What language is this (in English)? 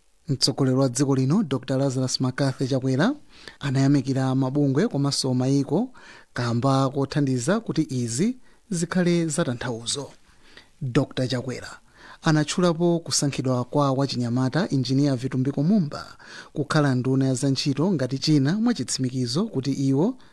Nyanja